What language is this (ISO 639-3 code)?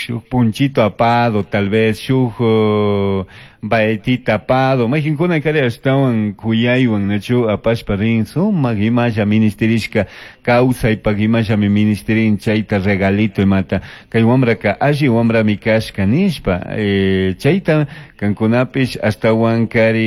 qug